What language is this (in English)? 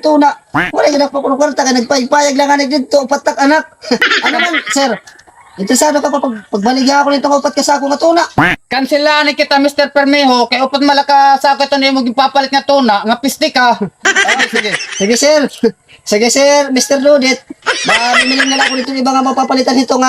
Waray